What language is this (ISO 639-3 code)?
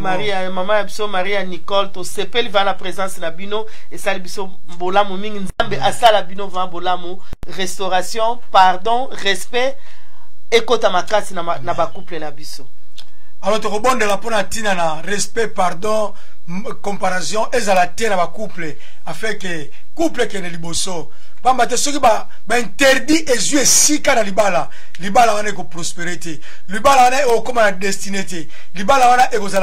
lin